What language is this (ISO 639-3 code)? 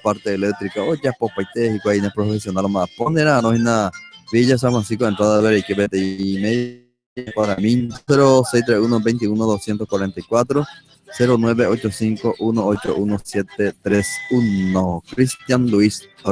grn